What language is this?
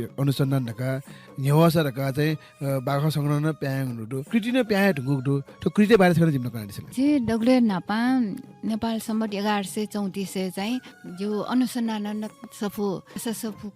Newari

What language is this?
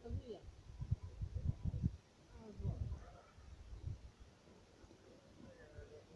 Hungarian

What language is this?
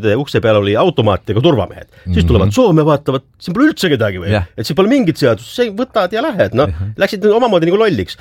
Estonian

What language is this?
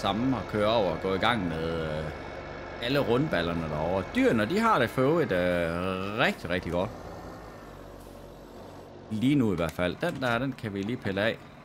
Danish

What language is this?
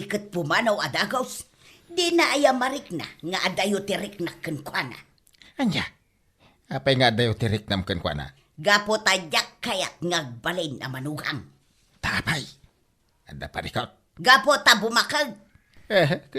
Iloko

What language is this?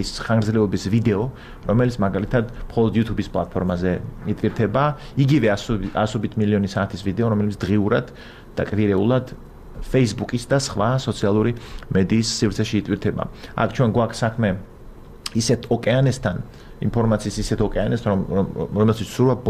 Georgian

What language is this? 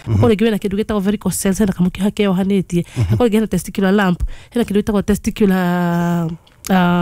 Kikuyu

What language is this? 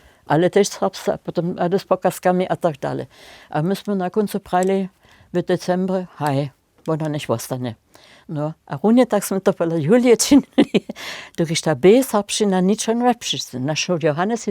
Upper Sorbian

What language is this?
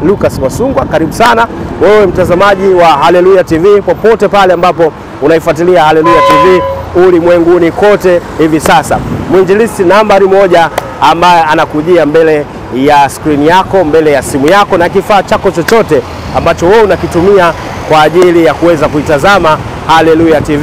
Swahili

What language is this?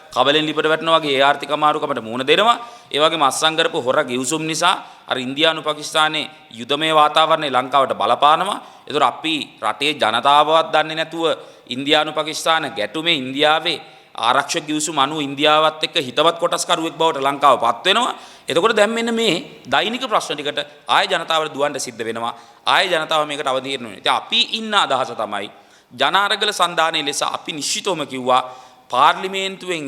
Sinhala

